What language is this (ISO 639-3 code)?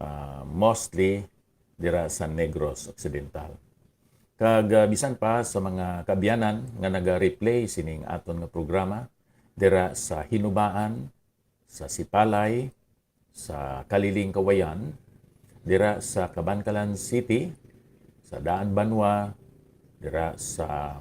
hil